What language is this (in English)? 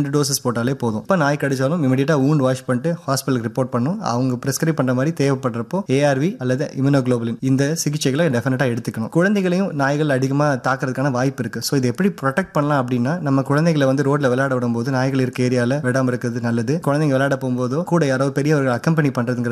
Tamil